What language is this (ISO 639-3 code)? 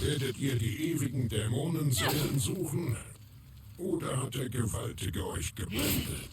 bar